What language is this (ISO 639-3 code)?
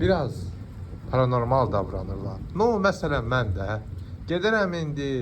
aze